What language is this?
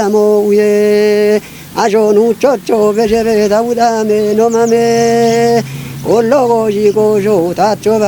Kafa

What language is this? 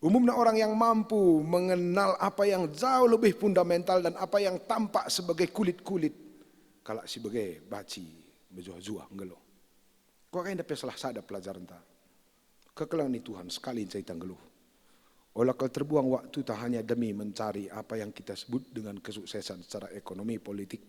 Batak Karo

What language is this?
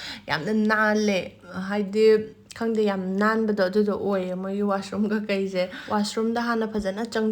Manipuri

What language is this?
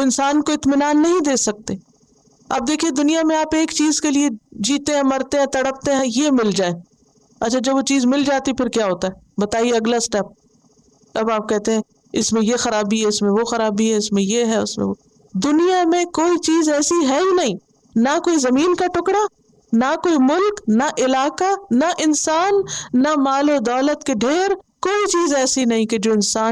Urdu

